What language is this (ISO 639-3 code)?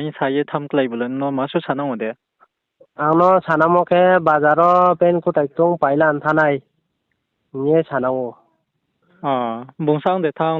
ria